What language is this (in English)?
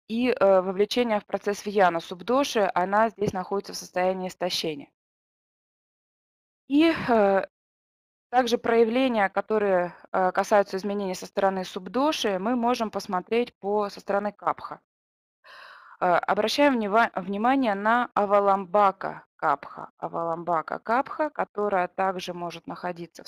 Russian